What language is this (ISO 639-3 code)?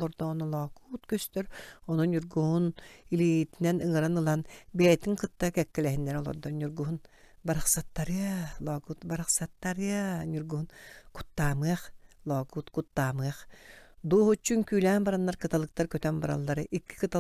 sah